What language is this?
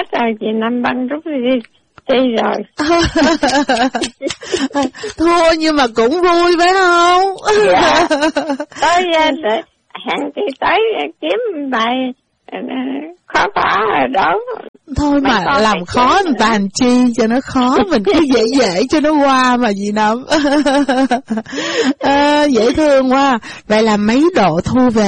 Vietnamese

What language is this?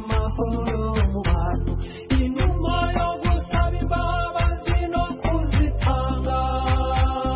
Kinyarwanda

